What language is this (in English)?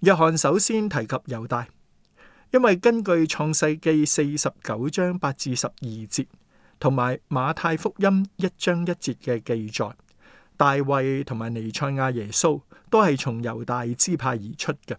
Cantonese